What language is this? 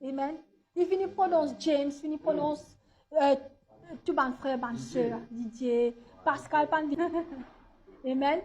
Morisyen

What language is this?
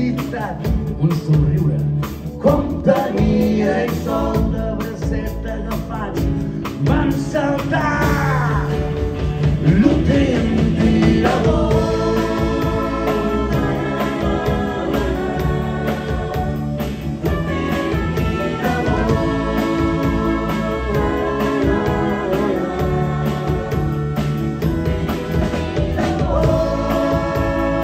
Catalan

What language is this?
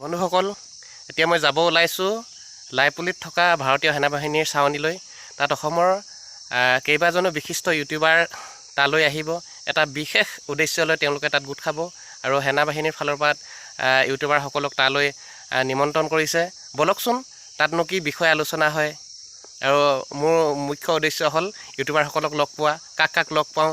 Assamese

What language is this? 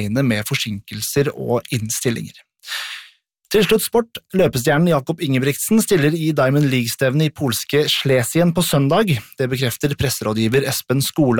Norwegian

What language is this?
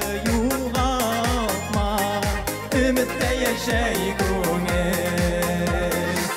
Bashkir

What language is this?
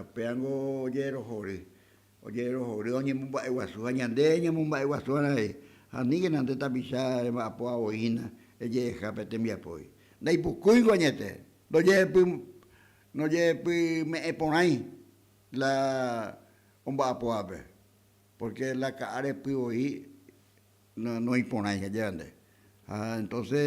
Guarani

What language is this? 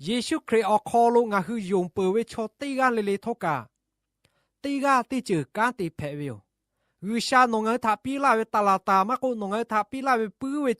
Lahu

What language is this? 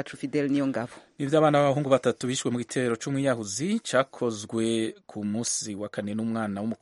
Rundi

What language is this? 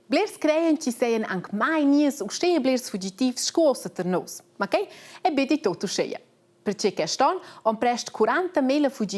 Romansh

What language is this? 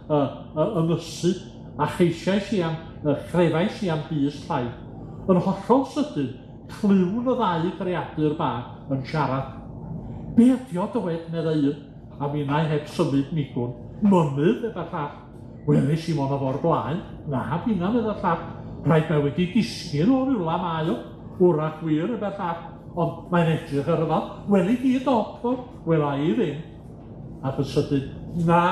Welsh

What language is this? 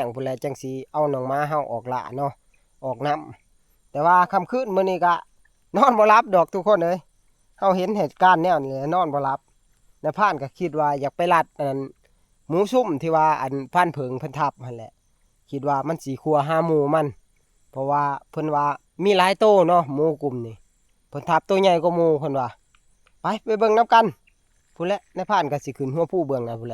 Northeastern Thai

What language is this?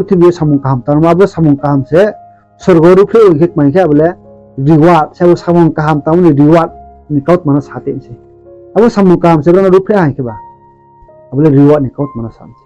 Riang (India)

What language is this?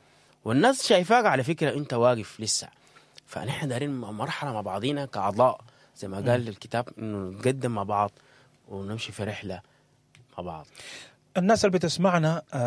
Sudanese Arabic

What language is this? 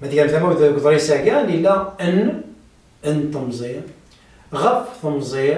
Kabyle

